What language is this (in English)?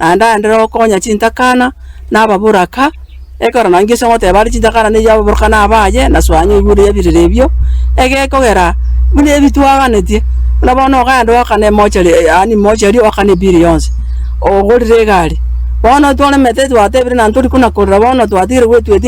Gusii